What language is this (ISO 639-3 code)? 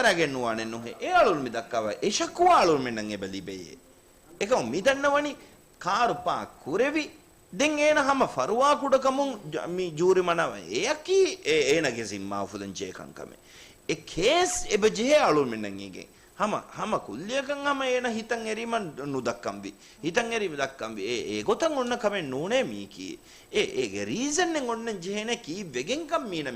div